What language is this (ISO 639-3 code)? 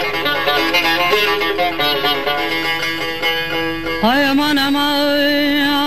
tur